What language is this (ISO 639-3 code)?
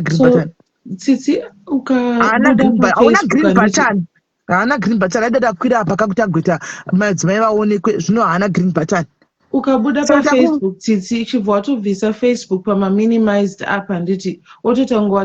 sna